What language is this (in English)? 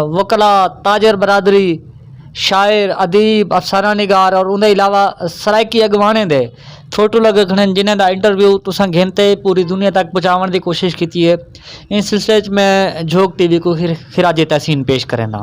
Saraiki